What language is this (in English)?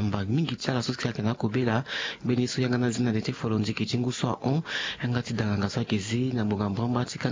Sango